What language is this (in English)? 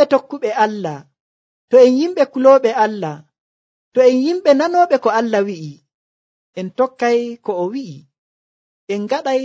Nigerian Fulfulde